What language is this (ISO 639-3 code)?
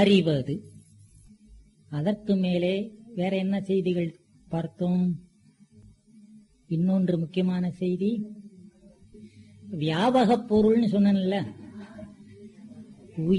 tam